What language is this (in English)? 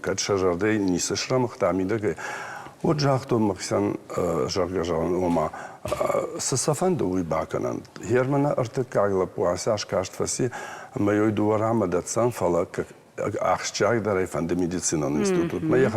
Ossetic